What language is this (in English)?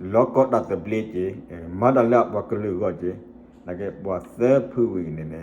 S'gaw Karen